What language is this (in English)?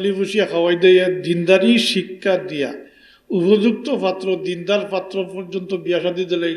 Sylheti